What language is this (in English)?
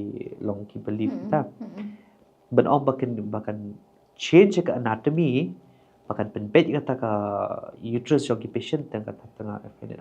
Khasi